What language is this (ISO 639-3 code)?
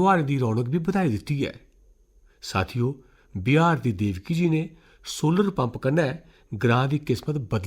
doi